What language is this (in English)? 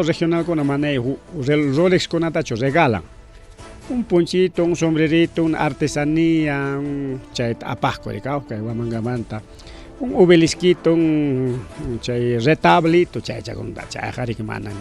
Ayacucho Quechua